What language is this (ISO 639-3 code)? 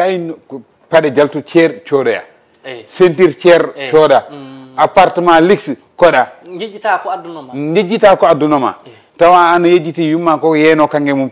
ful